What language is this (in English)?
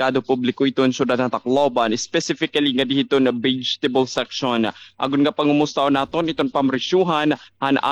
Waray